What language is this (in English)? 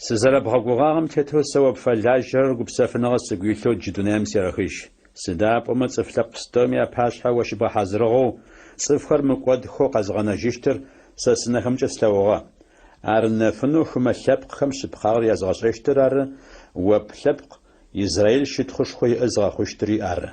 Adyghe